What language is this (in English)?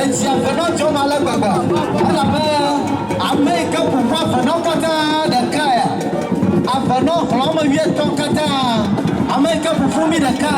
Ewe